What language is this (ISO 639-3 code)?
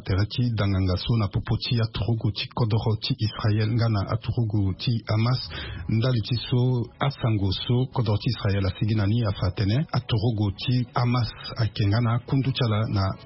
sag